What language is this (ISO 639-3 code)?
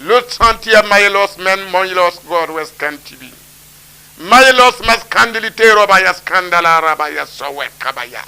mos